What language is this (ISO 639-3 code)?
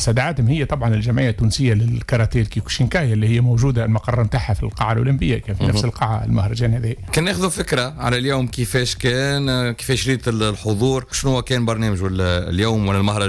aeb